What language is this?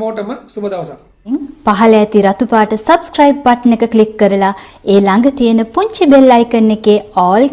Sinhala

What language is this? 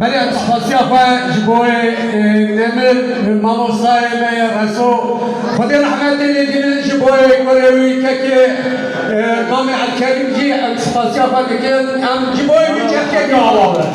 Kurdish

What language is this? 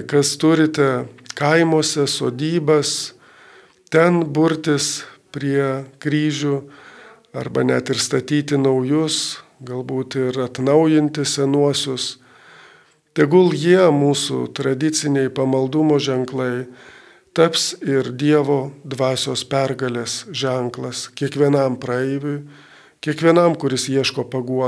Lithuanian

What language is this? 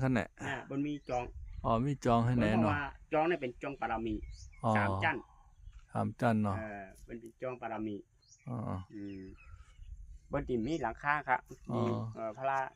Shan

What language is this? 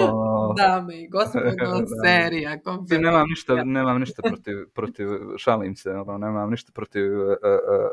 Serbian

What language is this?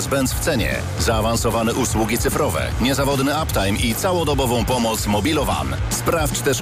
Polish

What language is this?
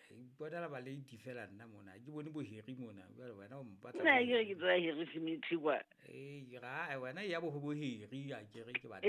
Southern Sotho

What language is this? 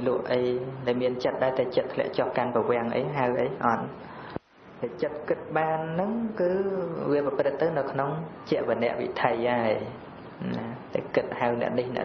Khmer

